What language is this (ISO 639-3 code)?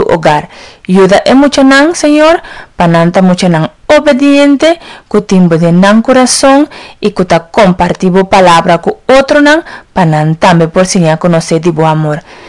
pap